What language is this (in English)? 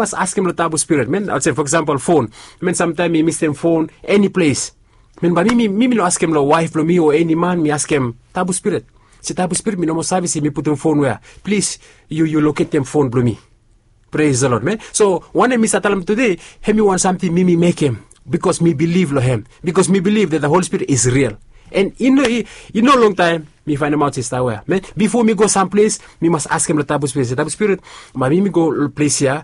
Bislama